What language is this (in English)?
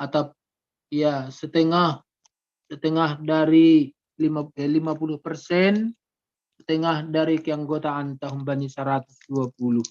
Batak Simalungun